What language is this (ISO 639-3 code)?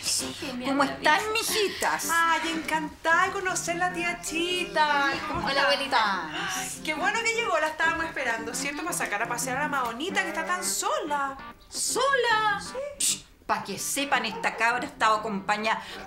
spa